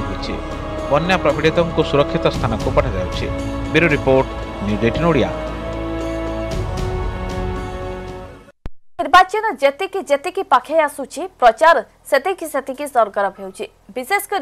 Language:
Odia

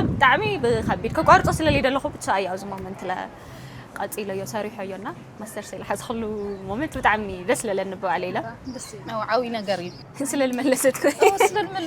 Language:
Tigrinya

